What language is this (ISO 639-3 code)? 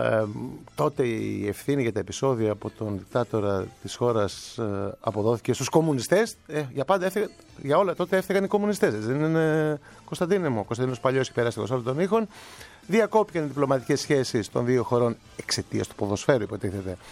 ell